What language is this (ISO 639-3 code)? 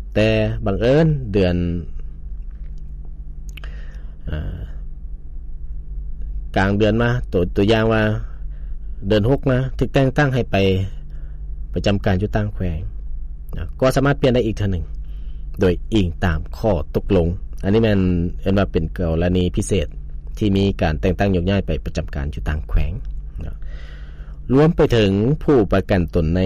lao